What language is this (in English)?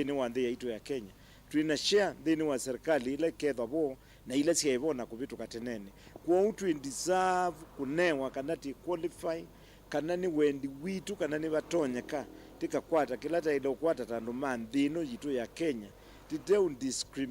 Kamba